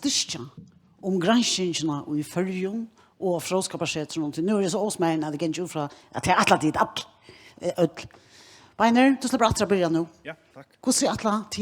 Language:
Faroese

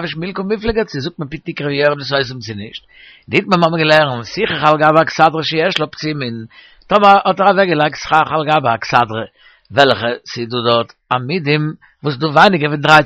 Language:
Yiddish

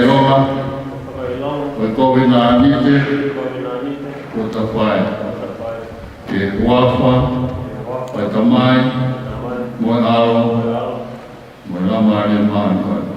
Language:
Tongan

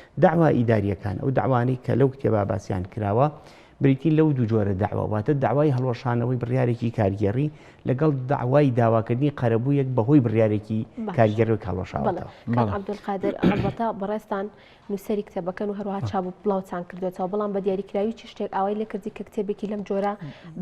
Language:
Central Kurdish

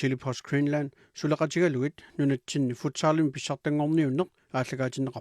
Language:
Kalaallisut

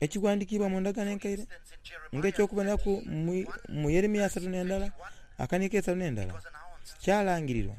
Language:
Soga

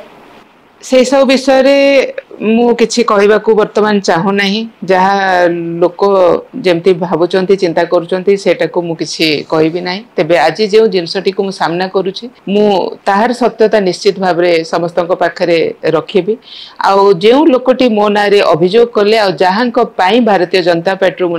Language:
Odia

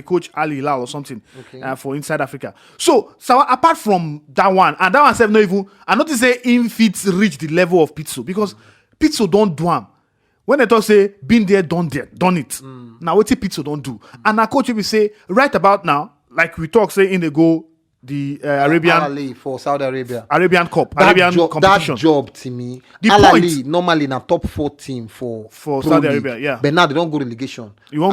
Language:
Nigerian Pidgin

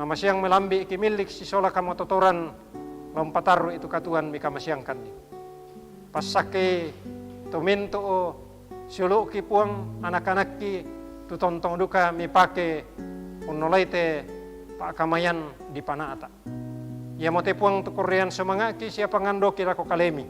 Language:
Toraja-Sa'dan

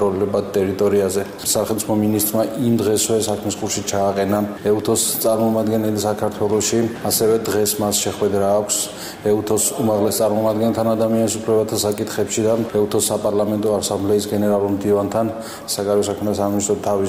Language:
Georgian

